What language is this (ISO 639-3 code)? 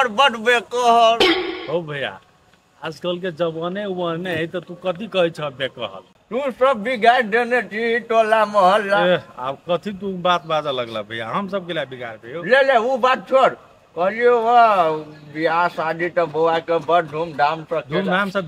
mai